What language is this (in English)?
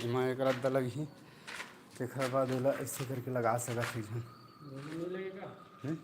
Chhattisgarhi